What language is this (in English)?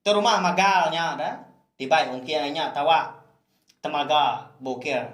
Iban